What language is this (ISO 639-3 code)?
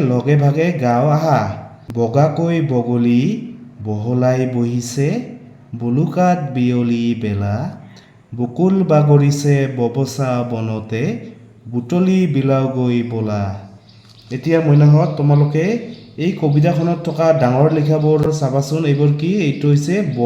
asm